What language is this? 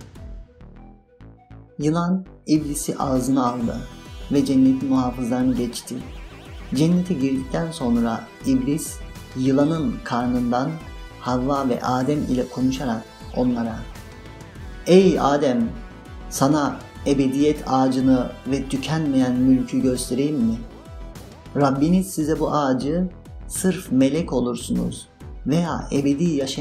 Turkish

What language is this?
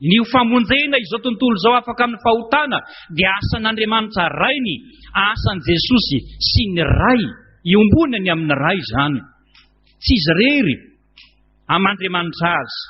Malagasy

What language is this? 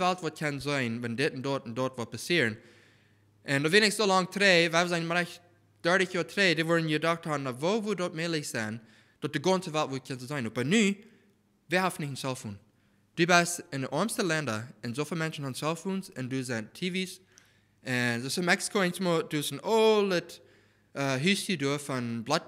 Plautdietsch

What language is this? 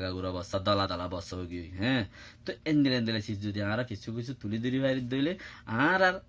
Rohingya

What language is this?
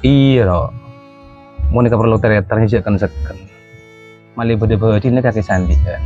Madurese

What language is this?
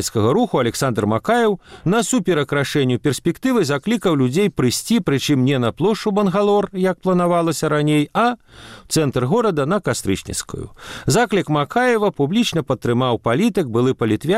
Belarusian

